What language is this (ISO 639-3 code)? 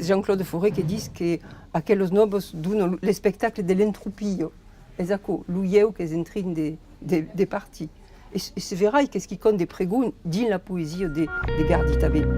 oci